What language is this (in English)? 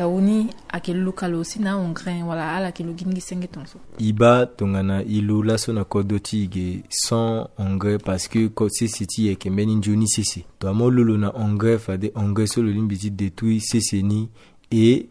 Sango